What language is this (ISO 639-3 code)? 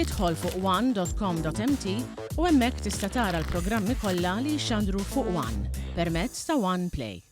mlt